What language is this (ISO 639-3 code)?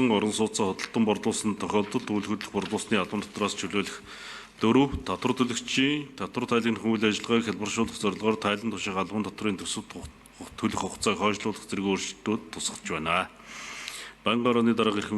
mon